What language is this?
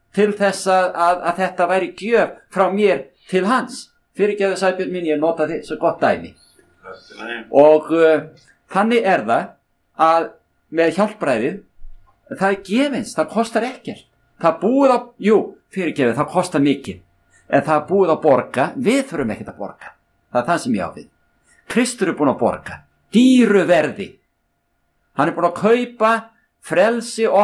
Icelandic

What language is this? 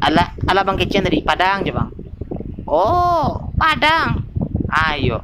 Minangkabau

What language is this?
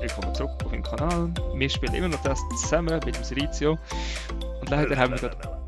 Swiss German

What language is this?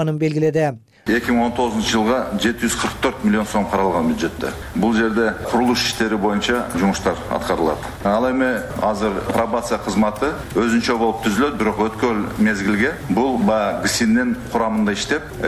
Kyrgyz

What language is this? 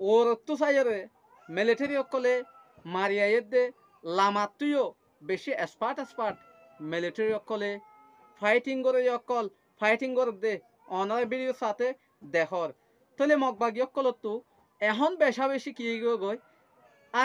Rohingya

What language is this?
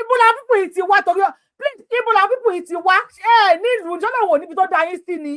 Yoruba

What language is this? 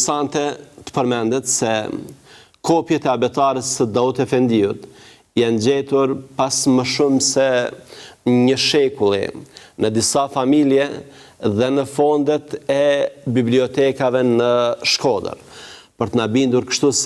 Albanian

